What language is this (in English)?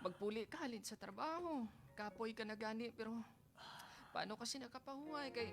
Hiligaynon